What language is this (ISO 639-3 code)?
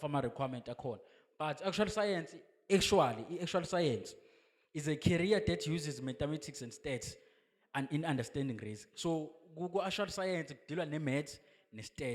zul